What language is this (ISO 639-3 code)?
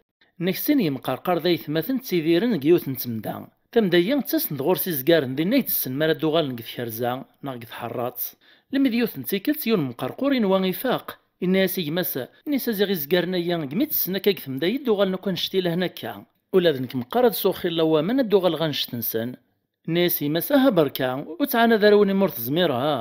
kab